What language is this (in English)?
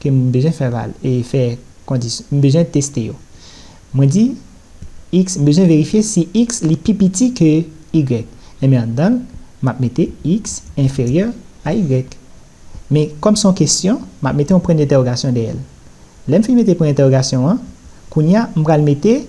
Haitian Creole